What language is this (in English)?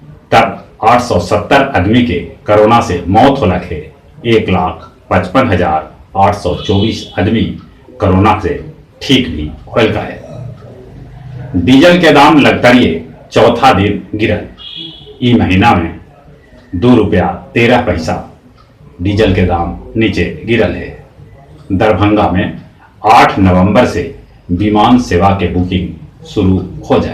Magahi